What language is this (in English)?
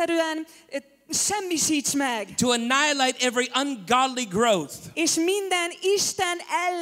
Hungarian